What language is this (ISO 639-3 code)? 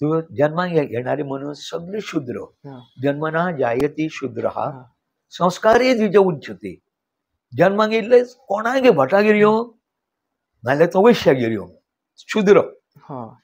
kok